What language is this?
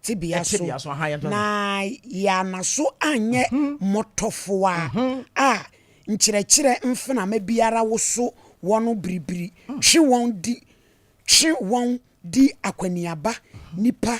Akan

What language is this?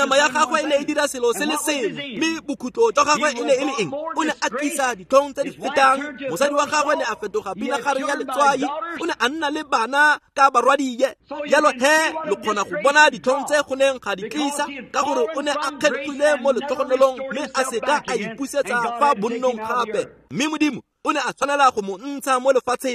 Tswana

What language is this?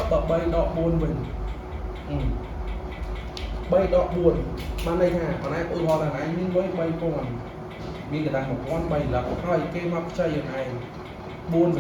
Khmer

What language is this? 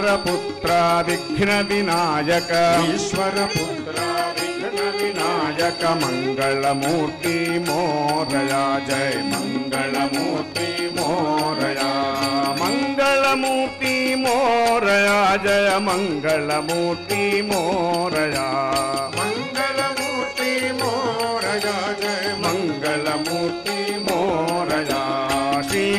Telugu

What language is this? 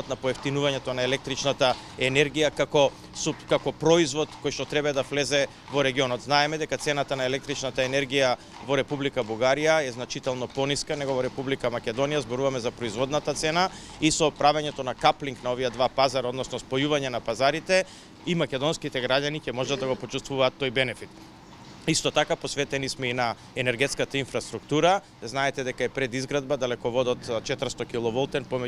Macedonian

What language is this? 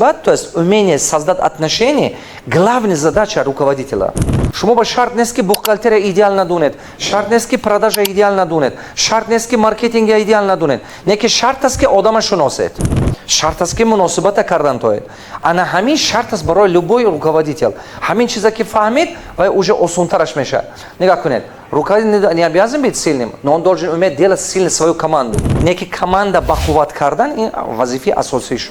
Tajik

